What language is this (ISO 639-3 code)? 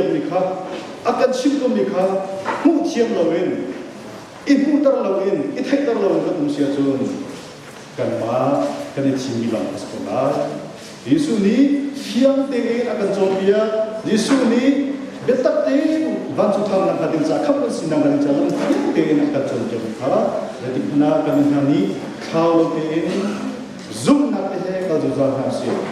cnh